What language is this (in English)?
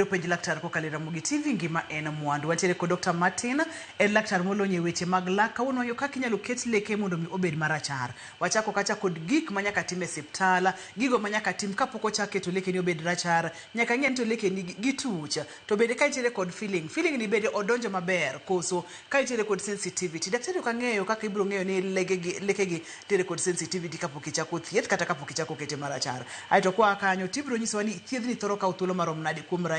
Luo (Kenya and Tanzania)